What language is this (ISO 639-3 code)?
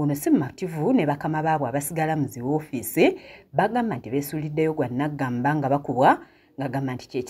lug